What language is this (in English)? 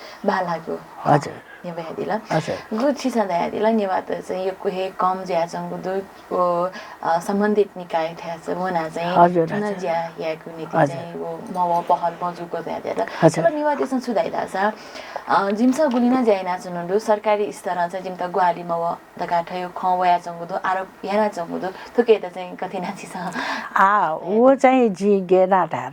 Newari